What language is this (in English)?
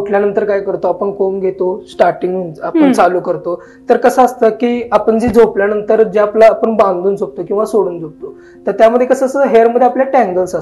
Marathi